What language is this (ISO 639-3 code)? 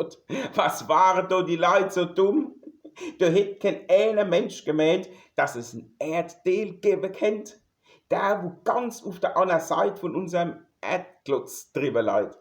pfl